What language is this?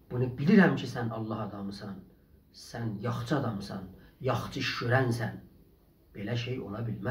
South Azerbaijani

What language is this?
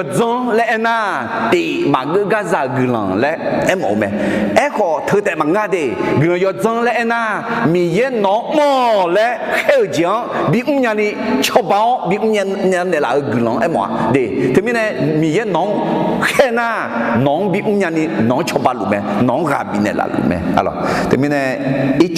Akha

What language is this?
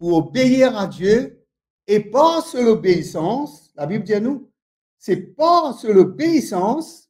Morisyen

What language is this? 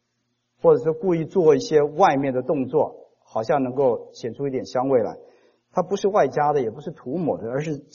Chinese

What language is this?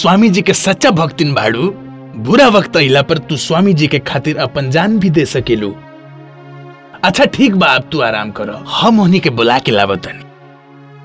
Bhojpuri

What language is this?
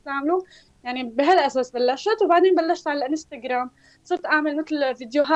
North Levantine Arabic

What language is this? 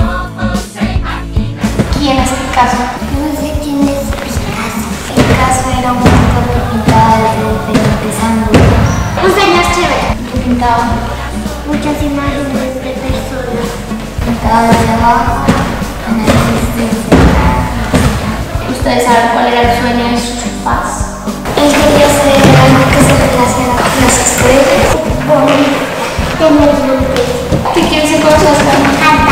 Spanish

